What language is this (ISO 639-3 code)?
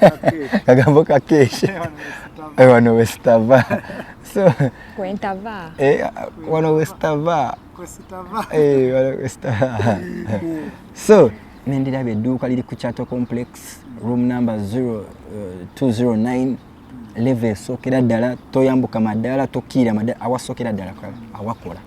lug